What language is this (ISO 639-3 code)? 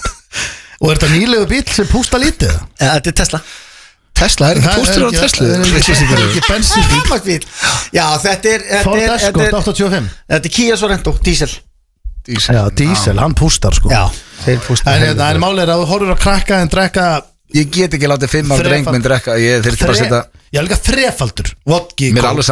isl